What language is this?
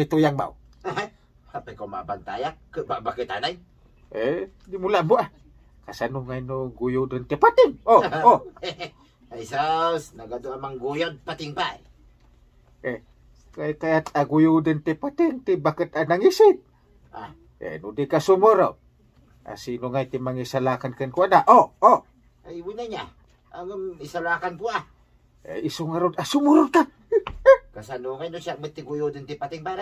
Iloko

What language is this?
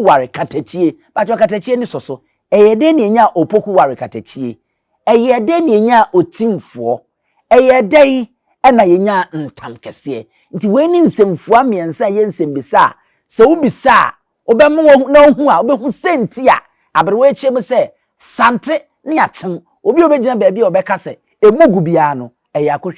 Akan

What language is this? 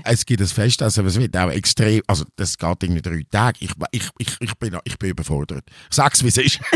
German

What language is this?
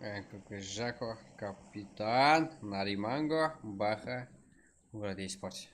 Kara-Kalpak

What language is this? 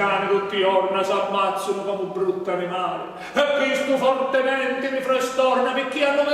Sicilian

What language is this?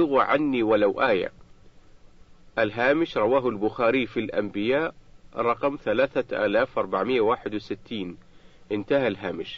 Arabic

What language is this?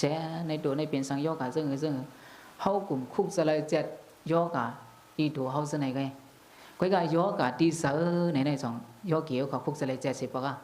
Shan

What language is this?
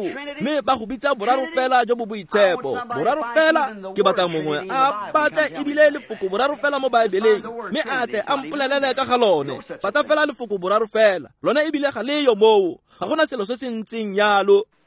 Tswana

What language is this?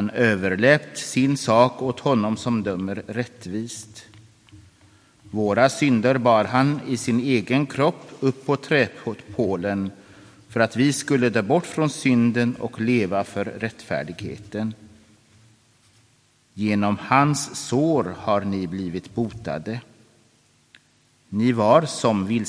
Swedish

